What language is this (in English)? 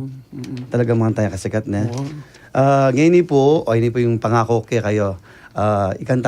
Pampanga